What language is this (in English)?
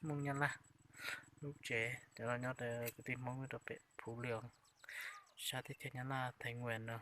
Hmong